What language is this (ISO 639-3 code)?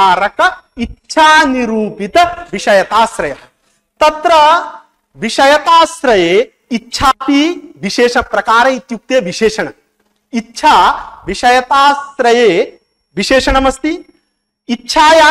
san